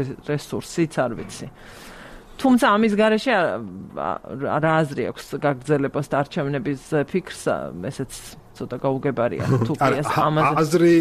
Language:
Georgian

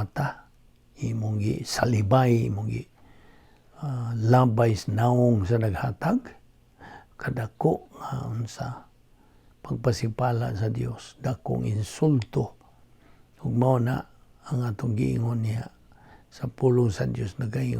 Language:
Cebuano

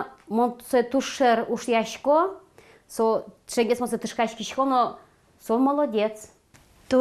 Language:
Udmurt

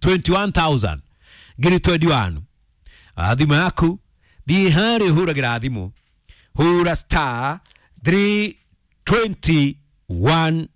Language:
Kikuyu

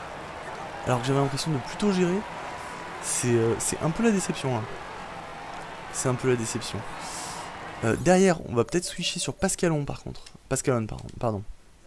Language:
French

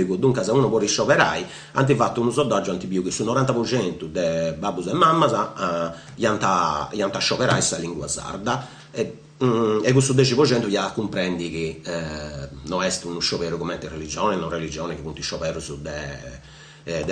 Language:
Sardinian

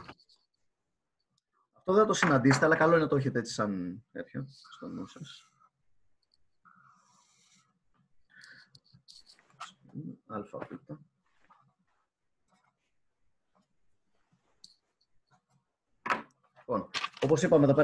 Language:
Greek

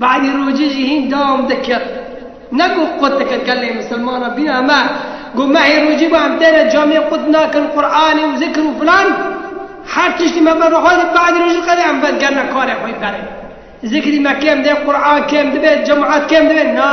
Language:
Kurdish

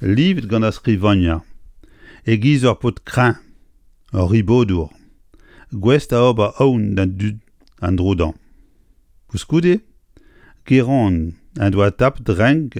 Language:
Breton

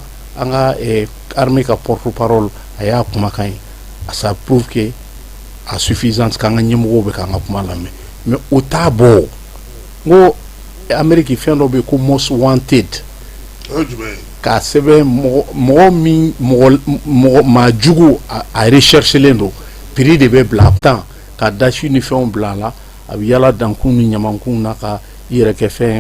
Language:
Bambara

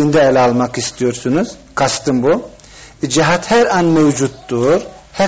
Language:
Turkish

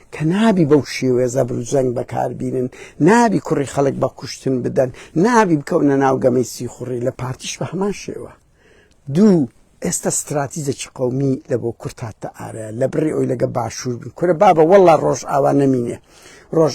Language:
Central Kurdish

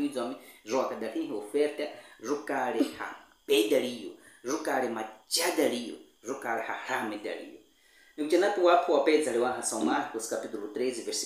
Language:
Baniwa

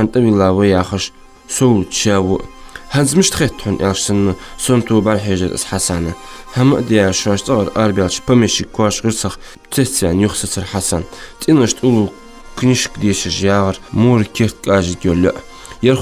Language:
Ingush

